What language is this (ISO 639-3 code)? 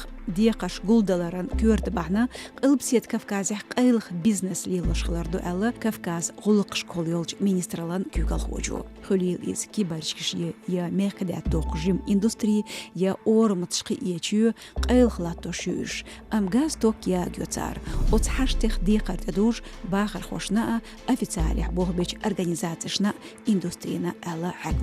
che